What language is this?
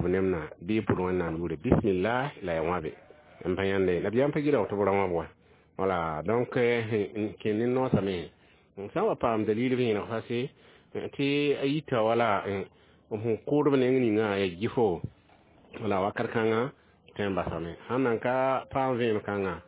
Mossi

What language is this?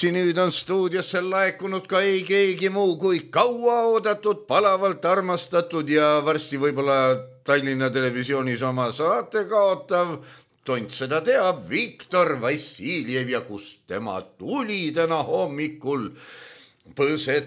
Estonian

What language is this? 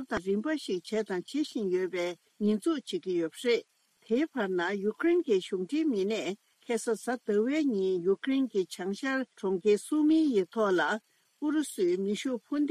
Tibetan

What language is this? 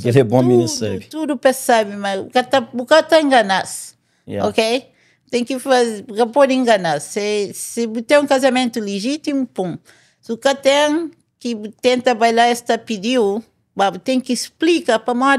Kabuverdianu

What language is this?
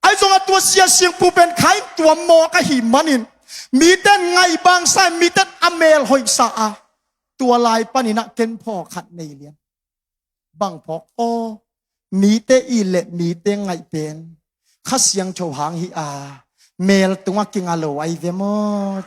Tedim Chin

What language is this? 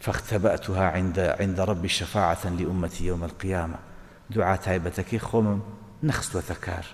Central Kurdish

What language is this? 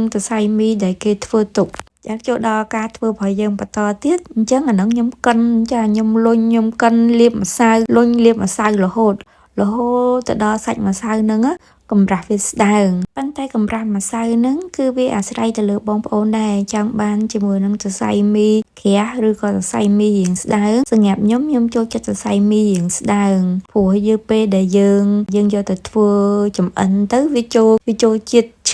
Khmer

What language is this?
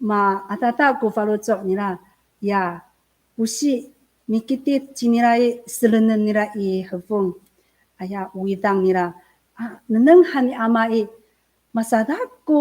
Amis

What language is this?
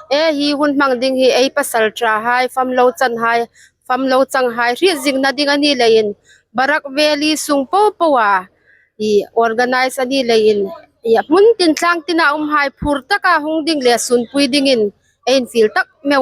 Hmar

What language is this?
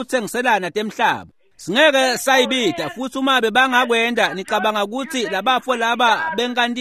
Swati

